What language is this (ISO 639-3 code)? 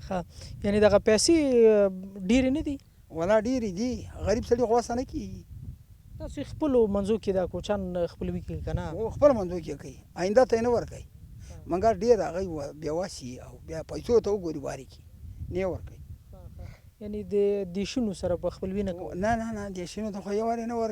pus